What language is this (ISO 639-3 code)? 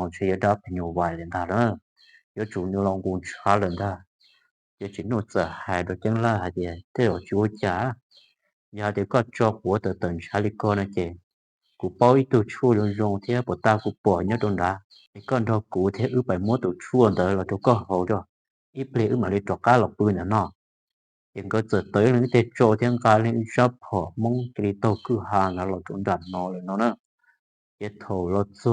hmn